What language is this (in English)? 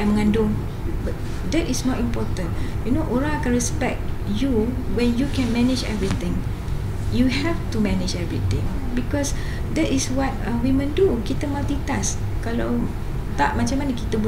Malay